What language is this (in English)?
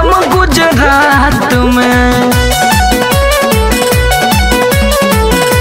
Bhojpuri